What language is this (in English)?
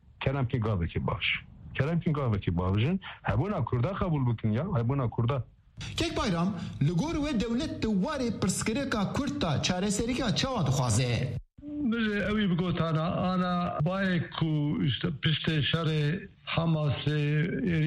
Kurdish